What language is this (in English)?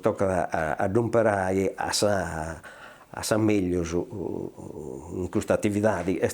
Sardinian